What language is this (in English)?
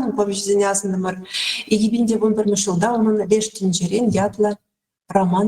Chuvash